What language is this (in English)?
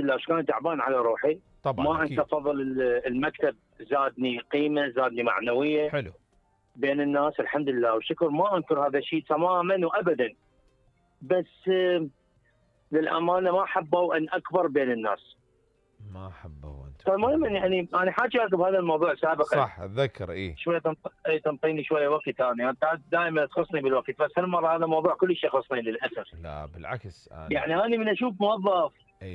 Mesopotamian Arabic